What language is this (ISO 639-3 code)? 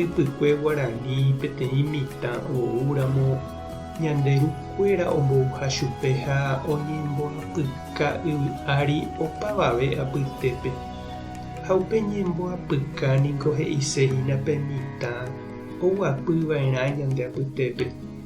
grn